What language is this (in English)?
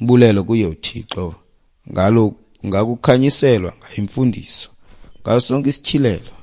Xhosa